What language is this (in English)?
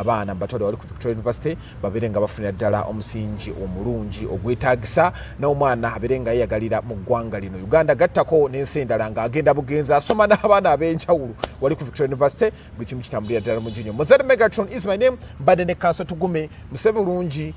Ganda